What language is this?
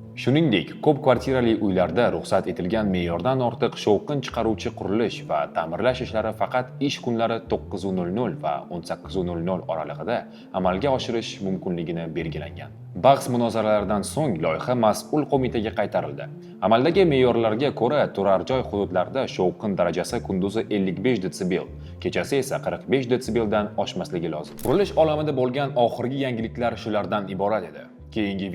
Uzbek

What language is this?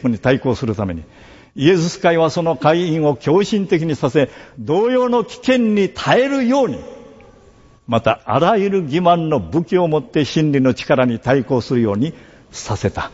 Japanese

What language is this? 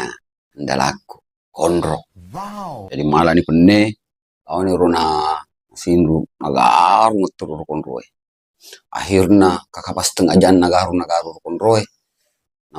Buginese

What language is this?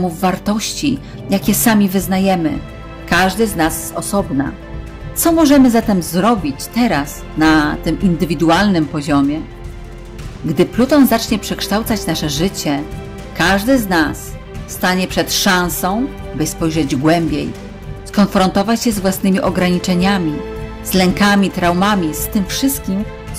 Polish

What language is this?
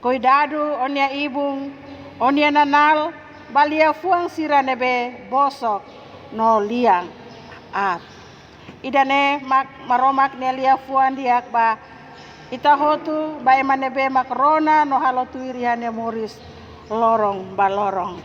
Tetum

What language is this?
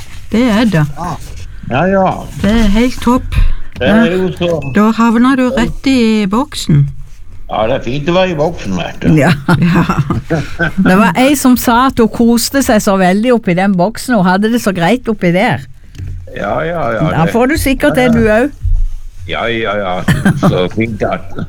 Norwegian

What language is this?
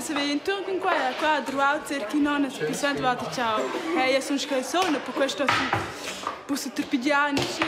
Romansh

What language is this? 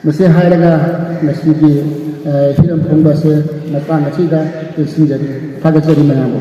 Manipuri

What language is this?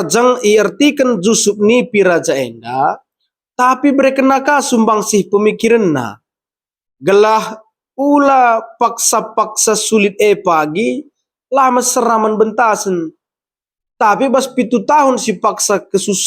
Batak Karo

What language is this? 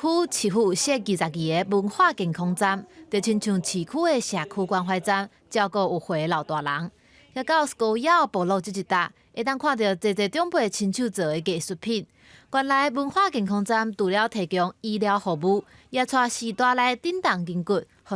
Min Nan Chinese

